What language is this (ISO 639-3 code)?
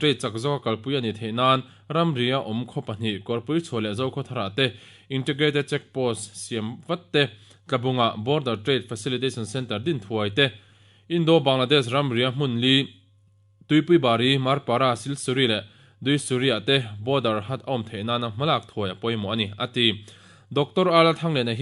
lus